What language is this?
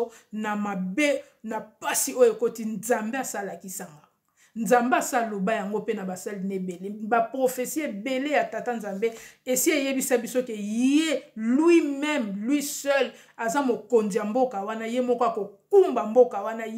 Lingala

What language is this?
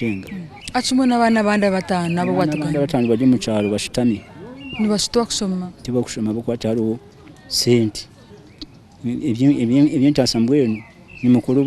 Nyankole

